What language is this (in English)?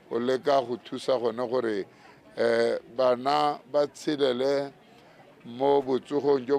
Tswana